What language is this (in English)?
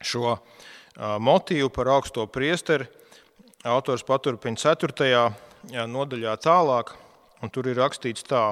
Latvian